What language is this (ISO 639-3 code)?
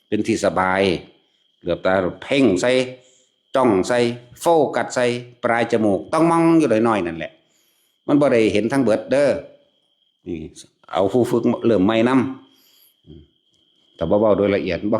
tts